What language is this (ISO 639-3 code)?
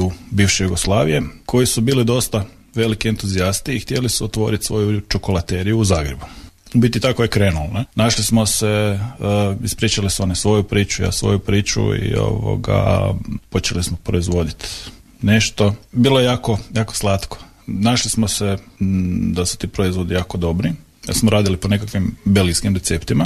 hrv